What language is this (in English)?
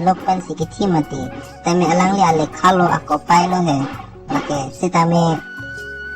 Karbi